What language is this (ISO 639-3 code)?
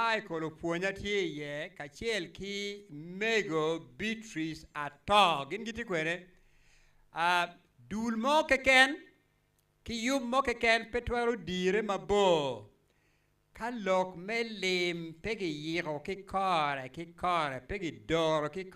ach